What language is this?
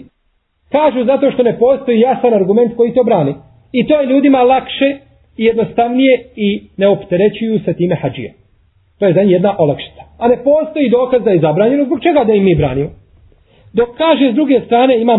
Bosnian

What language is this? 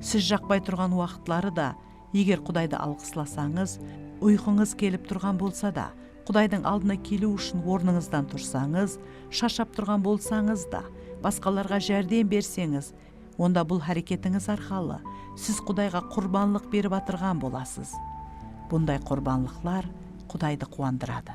Kara-Kalpak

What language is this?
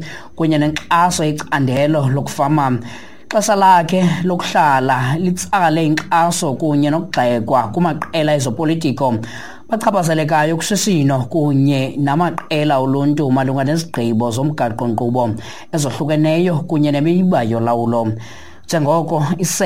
Xhosa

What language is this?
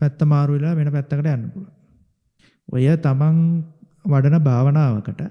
Sinhala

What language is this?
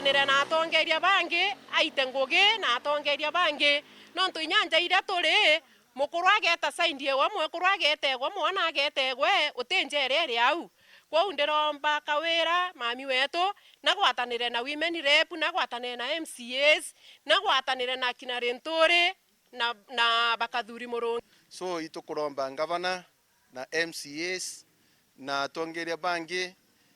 Meru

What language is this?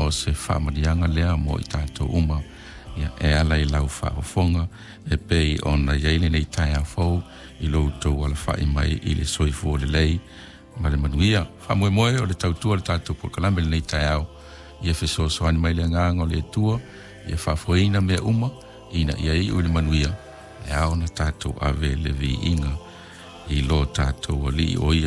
Samoan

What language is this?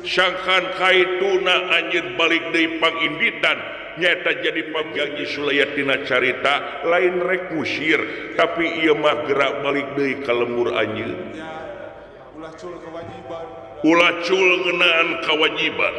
Sundanese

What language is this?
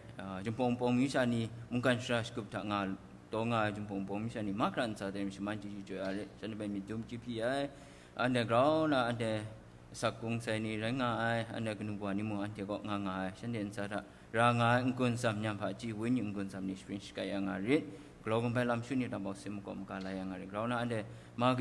Kachin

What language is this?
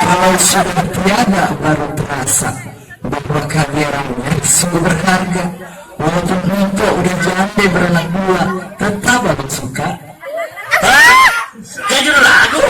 Betawi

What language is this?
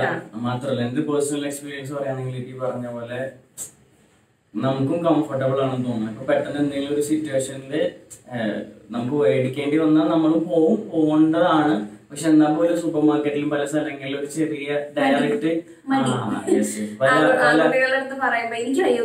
Malayalam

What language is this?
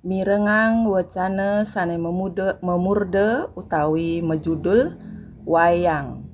Balinese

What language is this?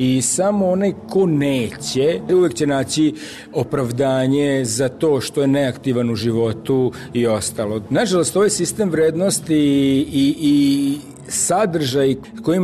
Serbian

